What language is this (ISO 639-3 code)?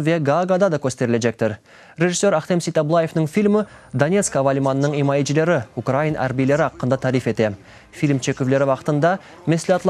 crh